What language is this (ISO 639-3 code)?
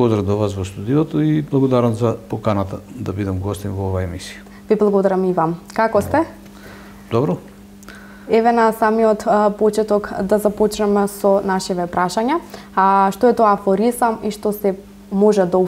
mkd